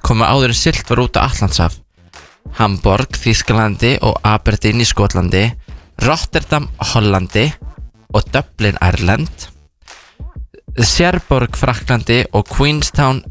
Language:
Icelandic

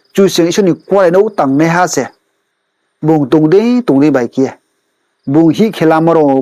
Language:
Riang (India)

